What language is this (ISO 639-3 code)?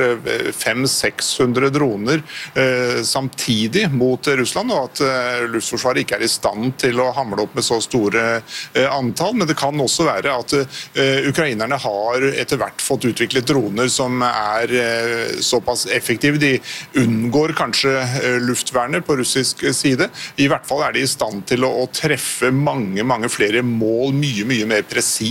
nor